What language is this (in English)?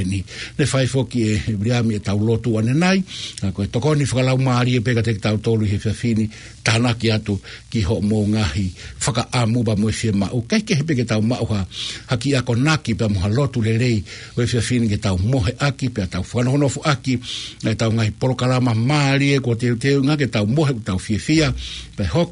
Tongan